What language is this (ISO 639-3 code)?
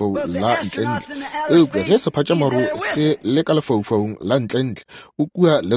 nso